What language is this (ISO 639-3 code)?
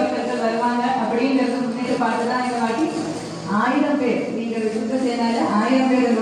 tam